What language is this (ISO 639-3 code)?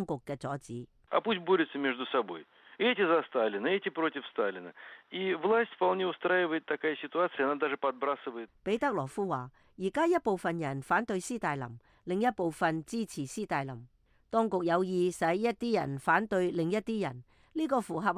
yue